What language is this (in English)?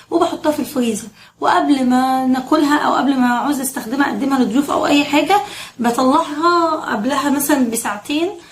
Egyptian Arabic